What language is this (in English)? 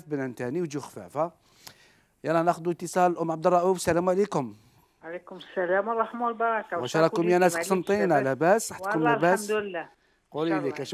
Algerian Arabic